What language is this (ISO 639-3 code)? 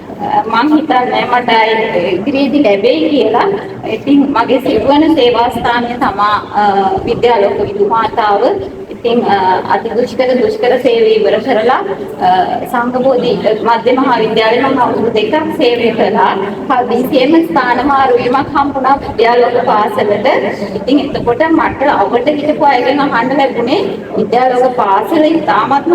sin